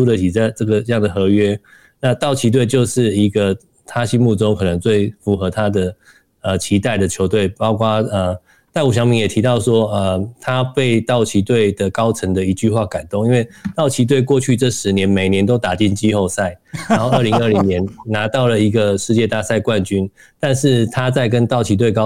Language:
Chinese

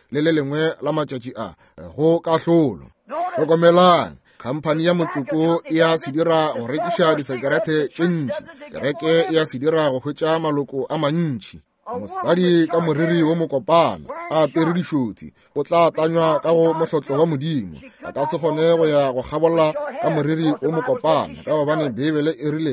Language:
Northern Sotho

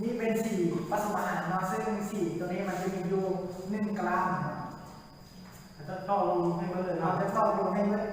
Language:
Lao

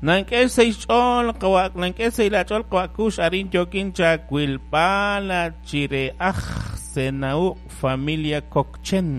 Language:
Kekchí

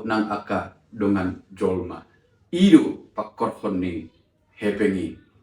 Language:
Batak Toba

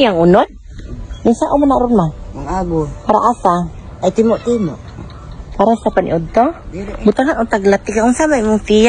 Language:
Cebuano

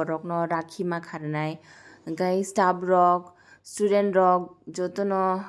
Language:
Kok Borok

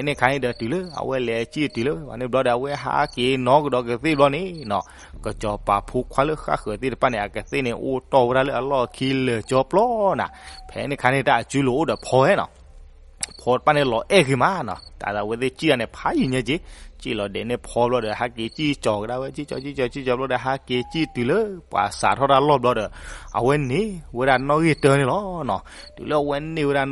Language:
S'gaw Karen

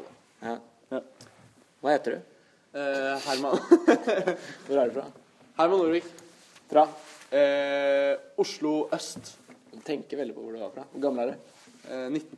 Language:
Norwegian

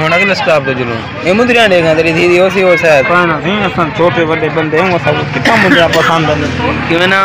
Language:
Saraiki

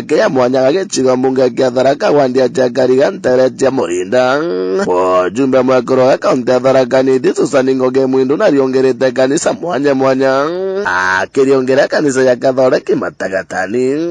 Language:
Meru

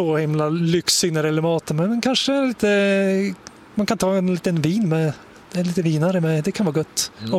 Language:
Swedish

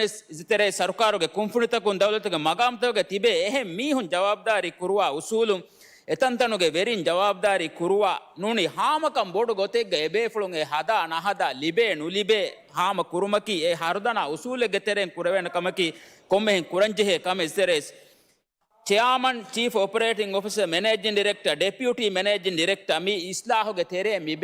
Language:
Divehi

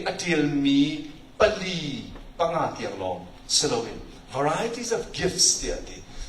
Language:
Hakha Chin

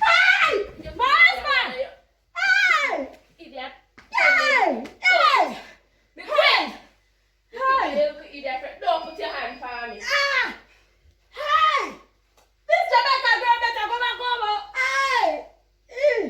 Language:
Jamaican Creole English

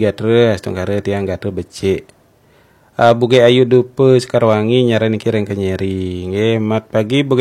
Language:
Balinese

